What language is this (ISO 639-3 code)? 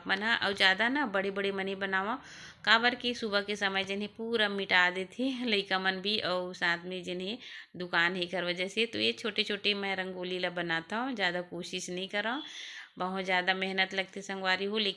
hne